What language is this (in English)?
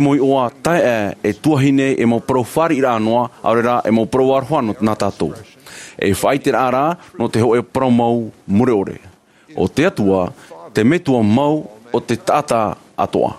Tahitian